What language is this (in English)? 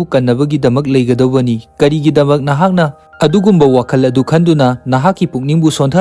Manipuri